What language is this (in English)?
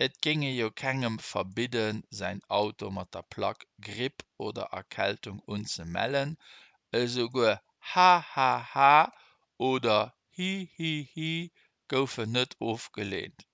Luxembourgish